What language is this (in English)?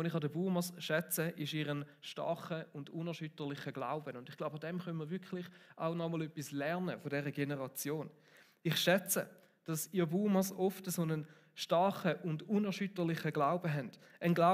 Swiss German